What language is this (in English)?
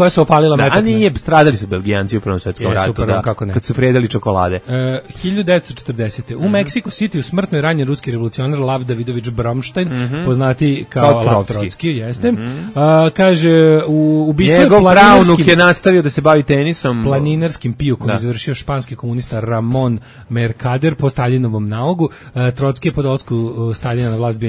Serbian